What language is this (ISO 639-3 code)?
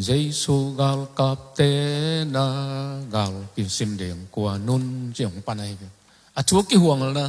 ctd